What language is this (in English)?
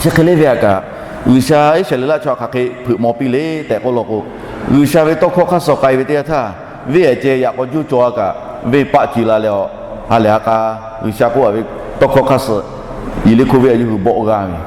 Lahu